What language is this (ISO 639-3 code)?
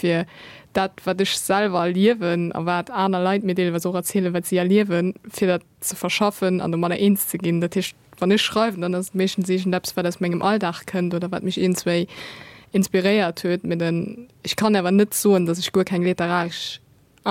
ltz